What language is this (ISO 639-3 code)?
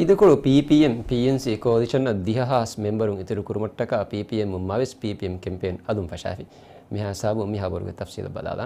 div